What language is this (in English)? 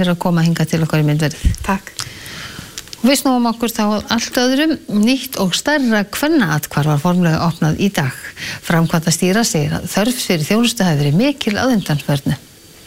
Icelandic